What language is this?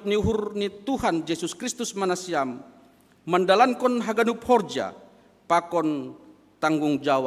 Batak Simalungun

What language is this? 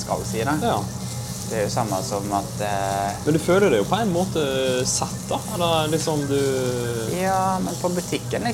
Norwegian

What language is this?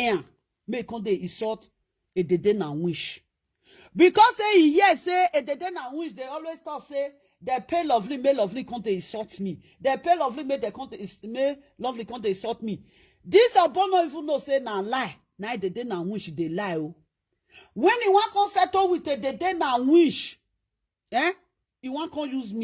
Nigerian Pidgin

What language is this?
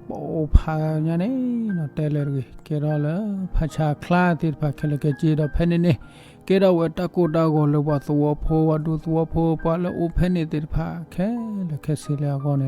S'gaw Karen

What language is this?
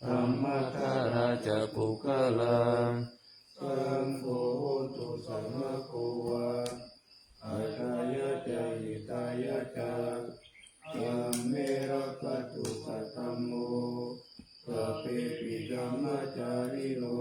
Pali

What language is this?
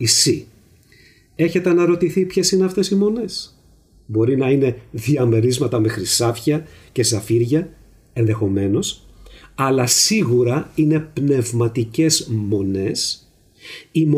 Greek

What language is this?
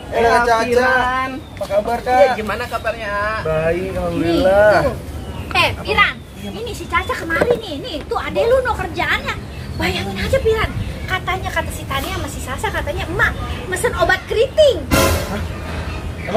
Betawi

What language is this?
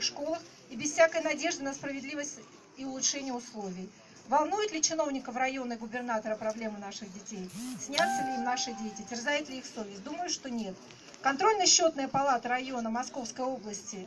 Russian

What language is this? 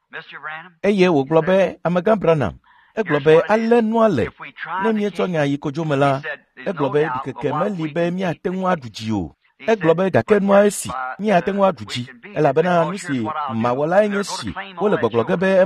Ewe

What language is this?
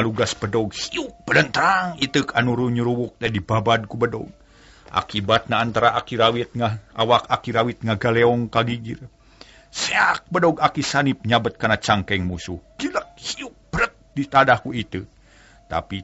Sundanese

